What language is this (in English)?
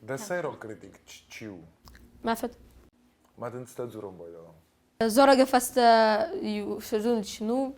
Ossetic